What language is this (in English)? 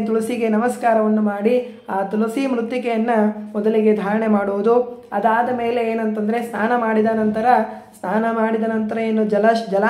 Kannada